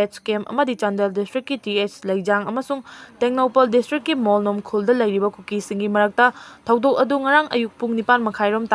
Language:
Manipuri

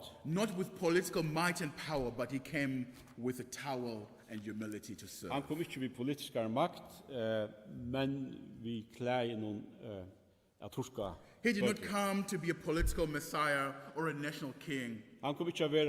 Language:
Faroese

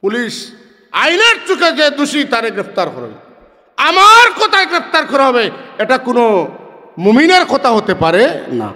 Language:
Sylheti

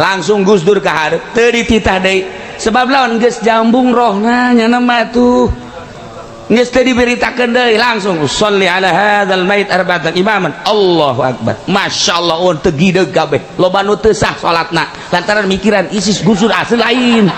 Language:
Sundanese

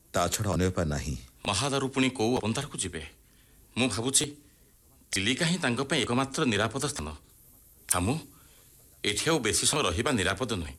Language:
Odia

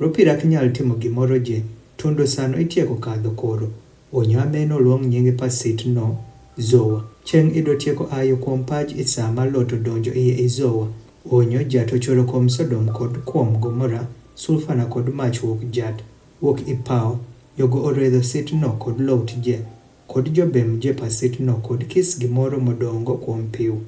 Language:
Adhola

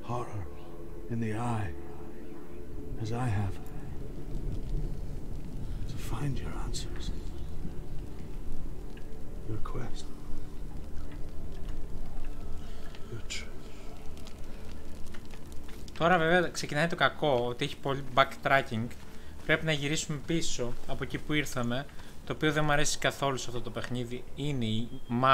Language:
Greek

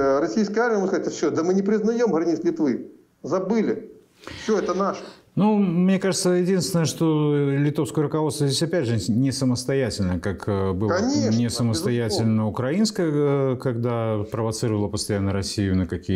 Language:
Russian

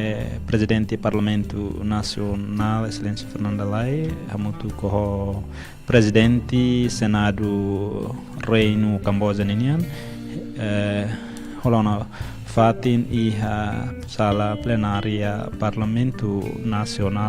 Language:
Tetum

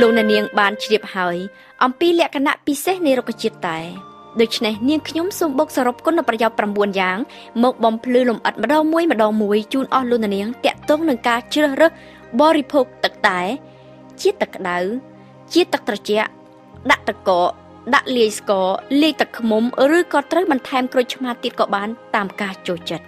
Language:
Khmer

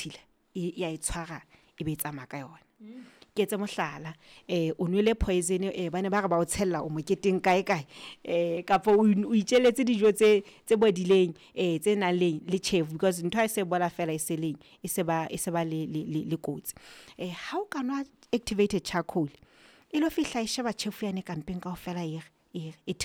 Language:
Southern Sotho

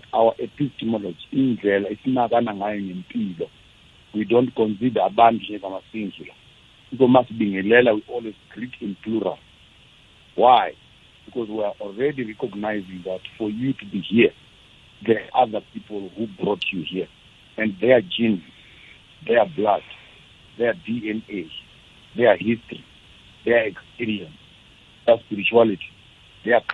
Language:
South Ndebele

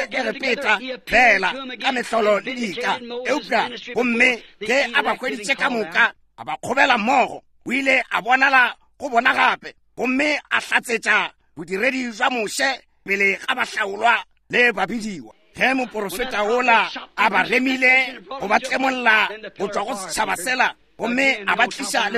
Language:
Northern Sotho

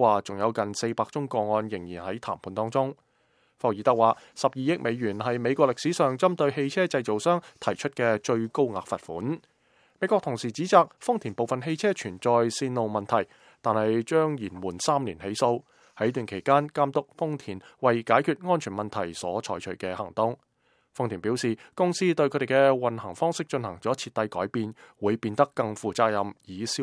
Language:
Cantonese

